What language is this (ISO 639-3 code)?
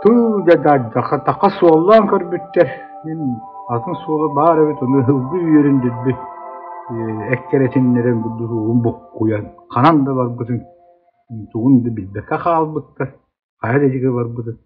sah